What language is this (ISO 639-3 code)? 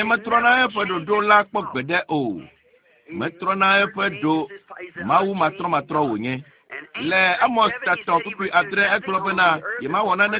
ewe